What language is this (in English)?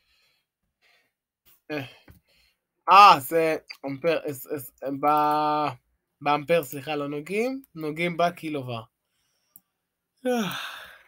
Hebrew